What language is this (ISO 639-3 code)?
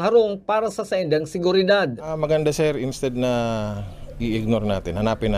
bik